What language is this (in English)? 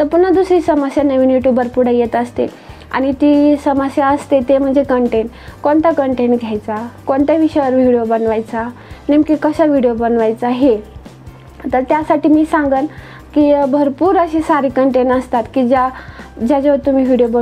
Marathi